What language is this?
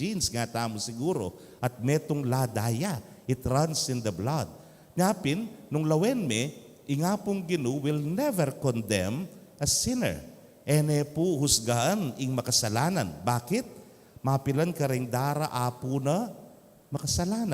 Pampanga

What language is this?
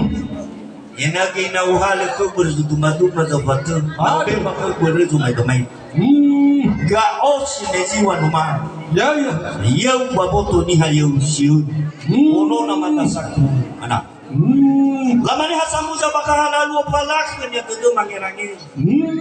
Nias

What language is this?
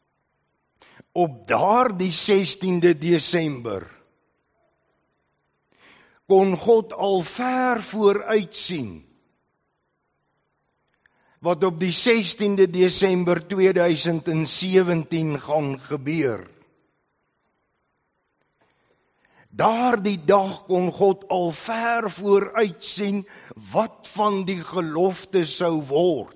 Afrikaans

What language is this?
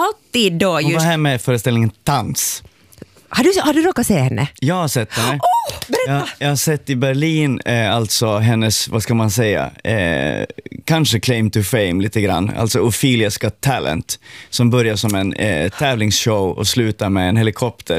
Swedish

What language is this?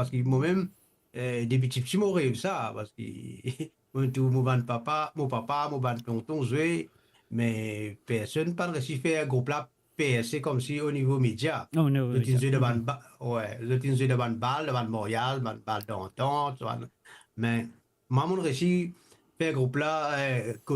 Morisyen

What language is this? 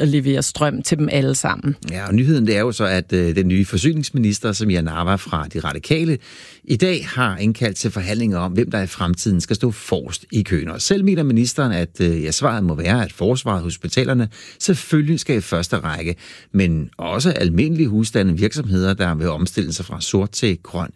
Danish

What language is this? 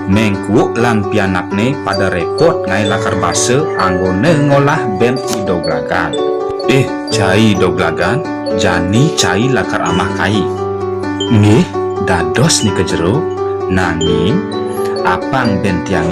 Balinese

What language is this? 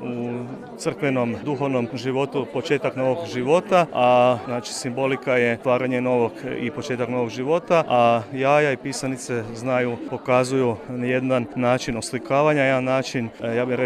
Serbian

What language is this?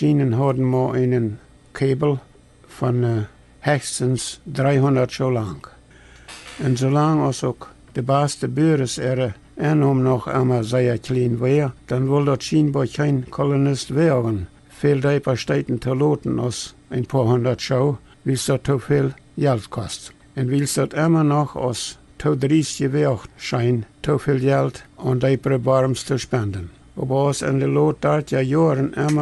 Plautdietsch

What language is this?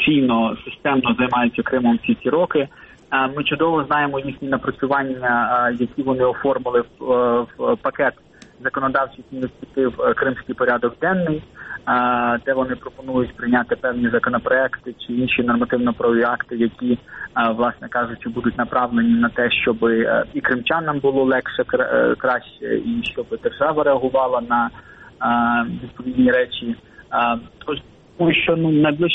Ukrainian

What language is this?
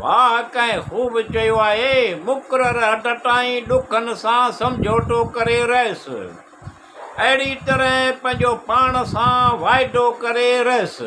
Sindhi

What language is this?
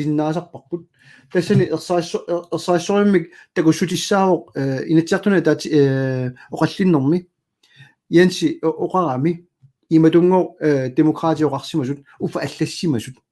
Kalaallisut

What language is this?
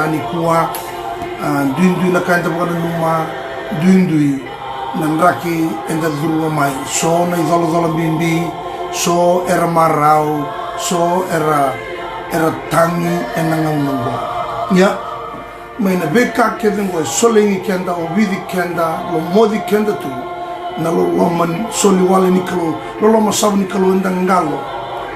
Fijian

